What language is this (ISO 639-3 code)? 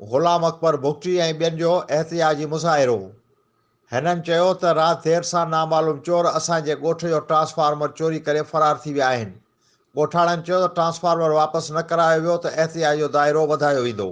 snd